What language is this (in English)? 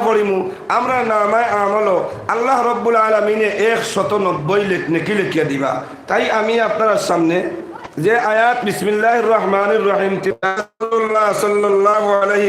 Sylheti